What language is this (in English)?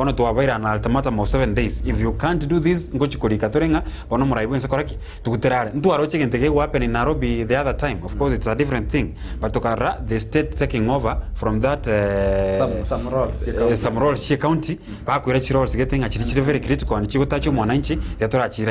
Gusii